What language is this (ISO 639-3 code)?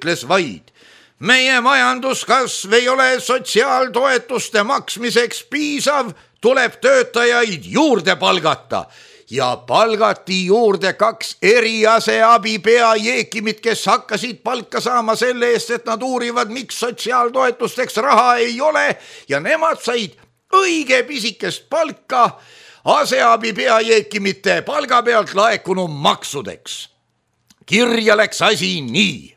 est